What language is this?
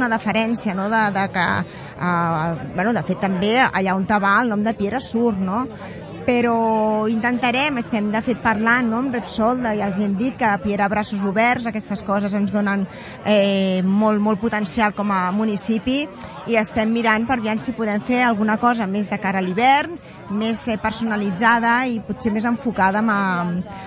Catalan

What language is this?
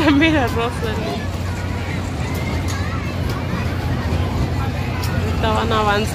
Spanish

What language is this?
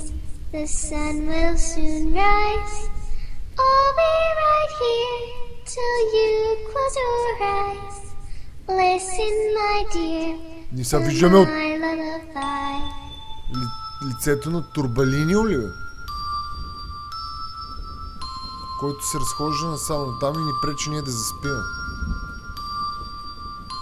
Bulgarian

